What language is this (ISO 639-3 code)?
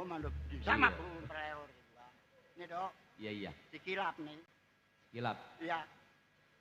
bew